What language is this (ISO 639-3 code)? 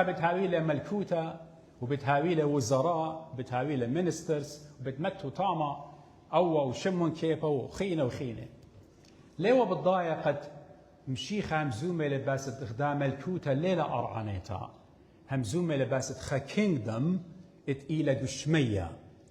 aii